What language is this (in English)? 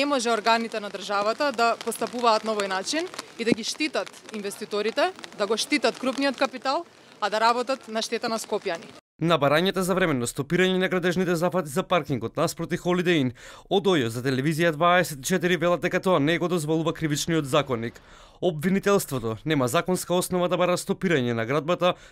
Macedonian